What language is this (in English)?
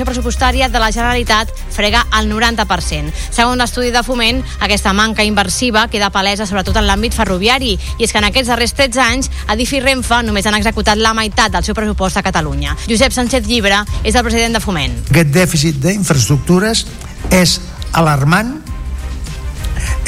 Catalan